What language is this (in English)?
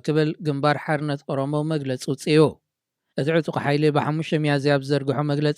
Tigrinya